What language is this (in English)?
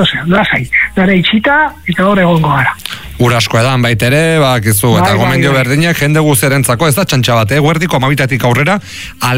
Basque